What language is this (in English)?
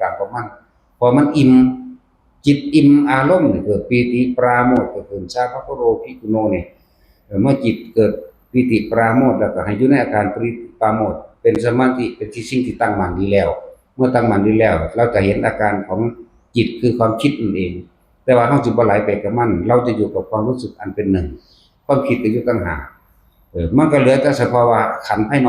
Northeastern Thai